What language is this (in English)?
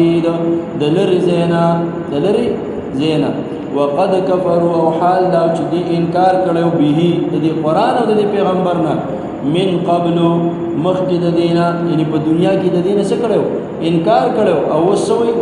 Pashto